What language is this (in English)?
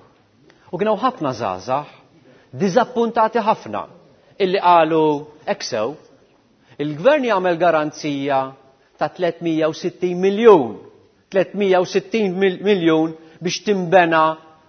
Maltese